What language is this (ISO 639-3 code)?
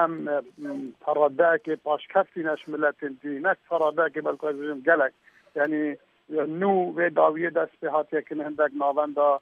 kur